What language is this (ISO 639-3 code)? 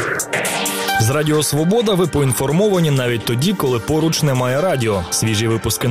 ukr